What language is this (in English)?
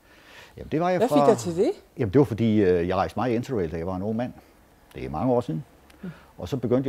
Danish